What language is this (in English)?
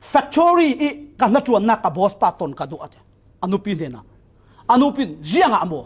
Falam Chin